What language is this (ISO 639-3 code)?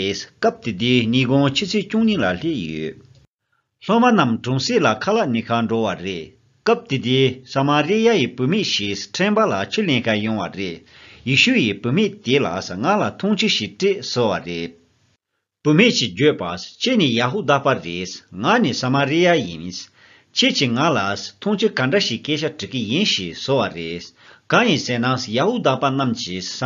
bod